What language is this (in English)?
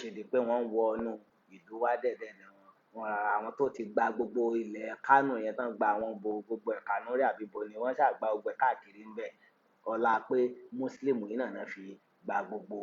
Yoruba